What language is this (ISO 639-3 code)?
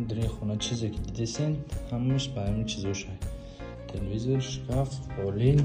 tgk